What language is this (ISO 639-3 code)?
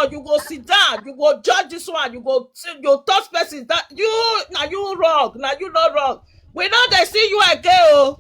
pcm